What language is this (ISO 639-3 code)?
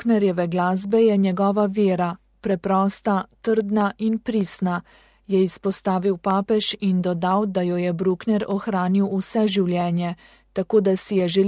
slv